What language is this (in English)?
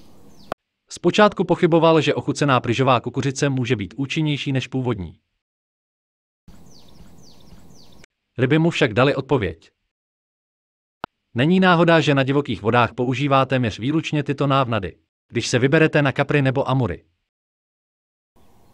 Czech